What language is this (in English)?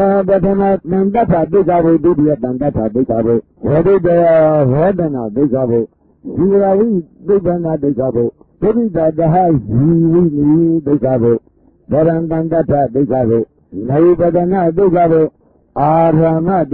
Burmese